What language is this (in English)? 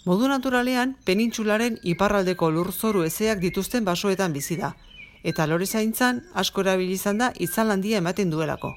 Basque